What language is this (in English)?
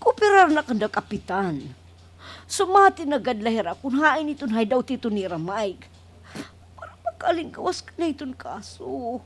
Waray